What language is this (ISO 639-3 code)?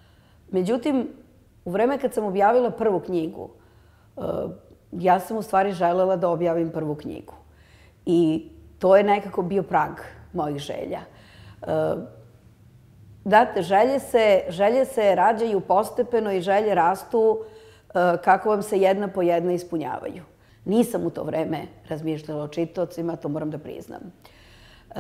srp